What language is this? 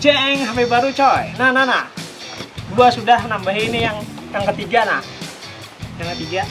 Banjar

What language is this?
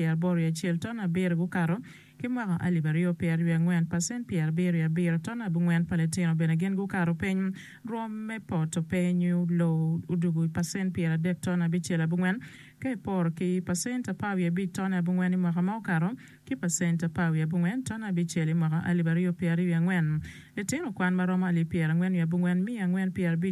Acoli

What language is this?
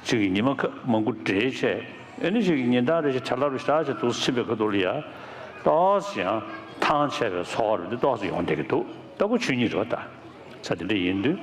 Tibetan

